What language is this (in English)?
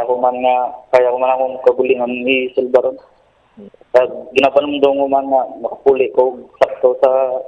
Hiligaynon